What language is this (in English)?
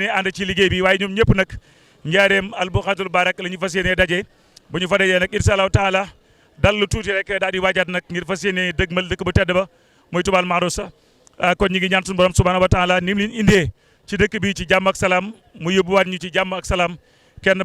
Wolof